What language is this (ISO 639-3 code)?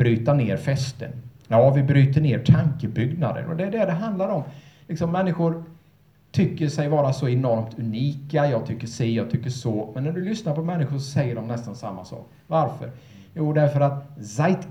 swe